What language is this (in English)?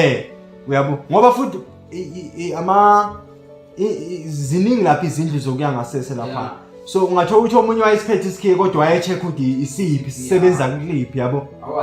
Zulu